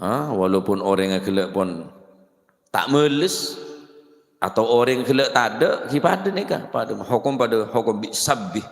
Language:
Madurese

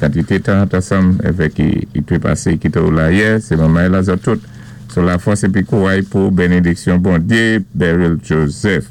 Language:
Saint Lucian Creole French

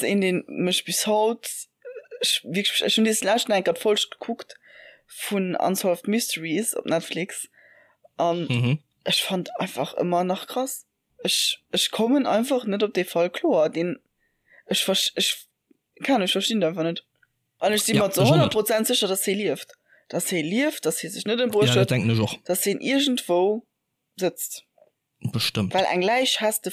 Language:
Luxembourgish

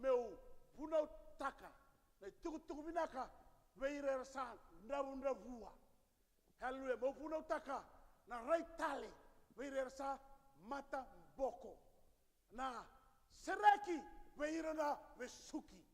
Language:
Fijian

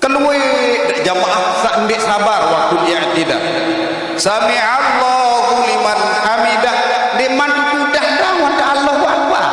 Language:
Sasak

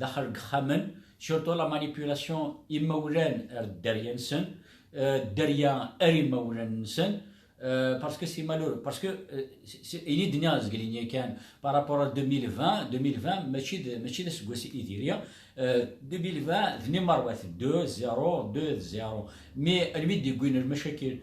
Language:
Kabyle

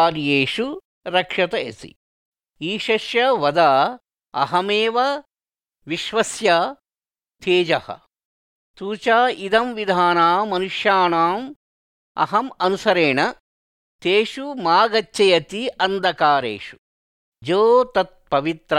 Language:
Sanskrit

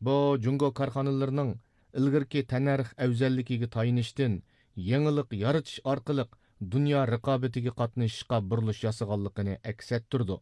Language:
Uyghur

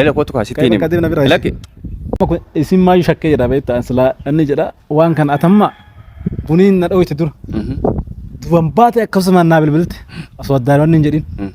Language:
Oromo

